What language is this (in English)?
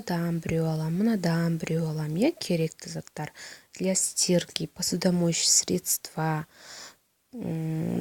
Kazakh